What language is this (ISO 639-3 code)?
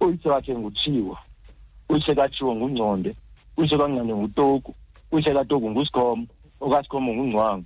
xho